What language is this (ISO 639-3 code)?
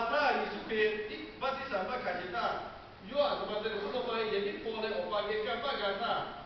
lhu